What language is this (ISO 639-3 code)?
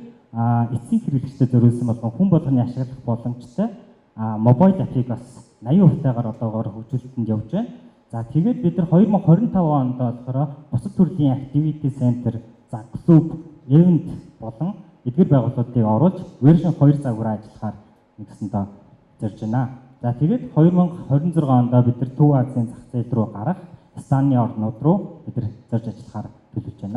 mon